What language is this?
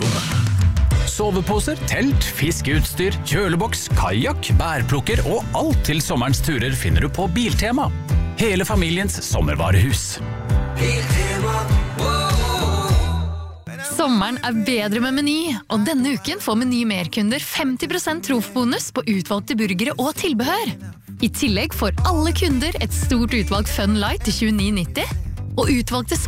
Norwegian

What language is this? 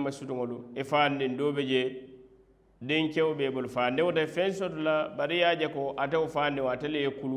Mandingo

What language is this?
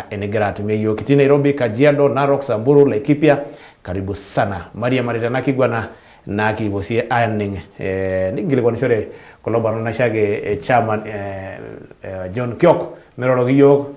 Masai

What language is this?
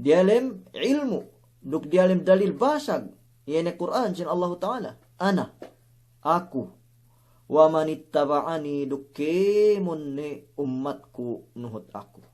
Yakan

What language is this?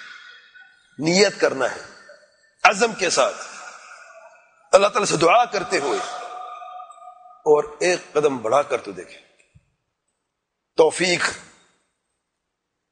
Urdu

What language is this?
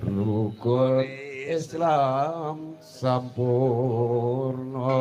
Javanese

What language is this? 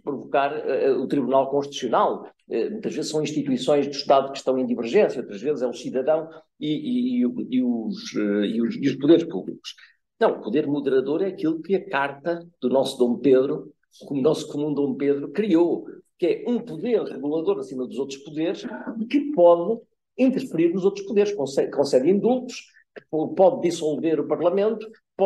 Portuguese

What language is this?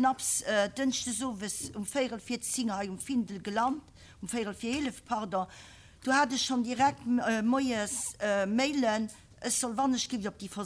Luxembourgish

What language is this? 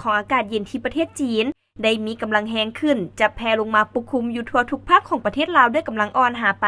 Lao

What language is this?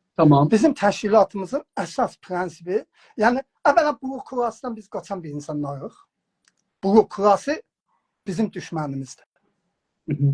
South Azerbaijani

